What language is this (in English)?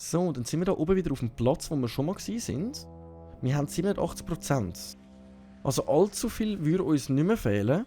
Swiss German